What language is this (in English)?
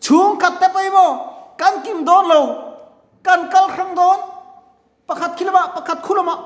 Mizo